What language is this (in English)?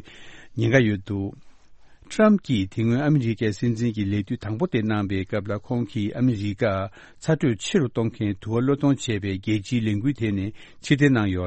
Tibetan